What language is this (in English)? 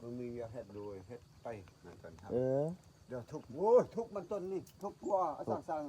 Northeastern Thai